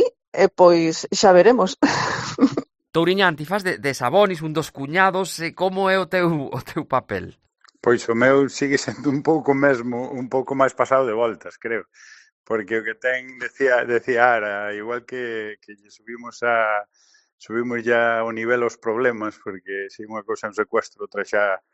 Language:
Galician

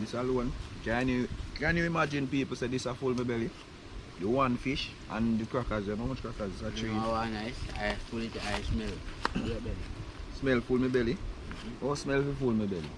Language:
Jamaican Creole English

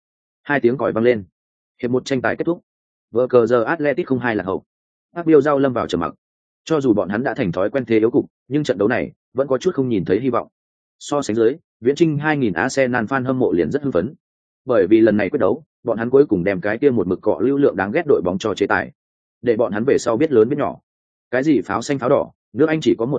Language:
Vietnamese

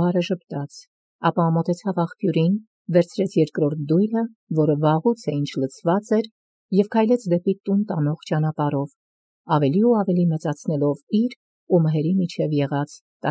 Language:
Armenian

